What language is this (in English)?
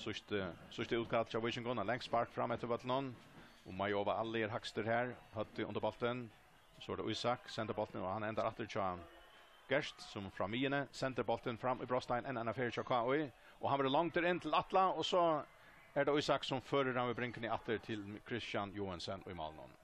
Faroese